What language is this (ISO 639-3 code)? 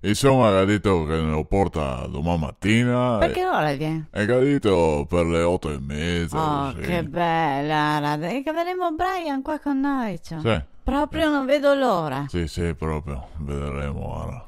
vec